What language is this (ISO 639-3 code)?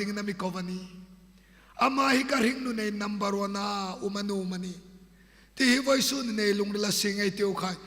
hmr